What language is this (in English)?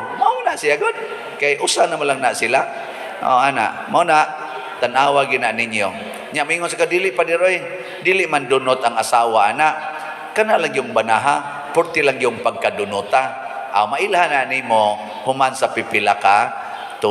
Cebuano